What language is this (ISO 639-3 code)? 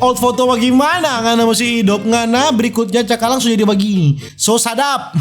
xmm